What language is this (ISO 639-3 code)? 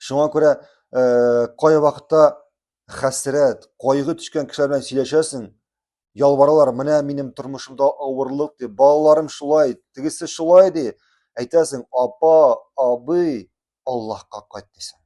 tat